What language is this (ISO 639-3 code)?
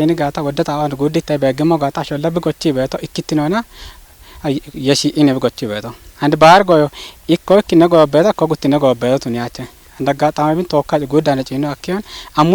kbr